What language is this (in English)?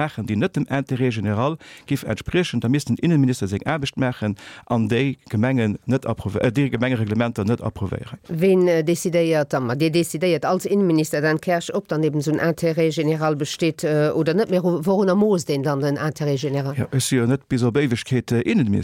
Luxembourgish